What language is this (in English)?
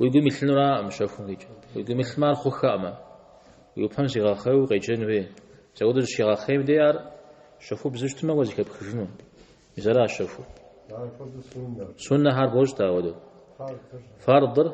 Kabardian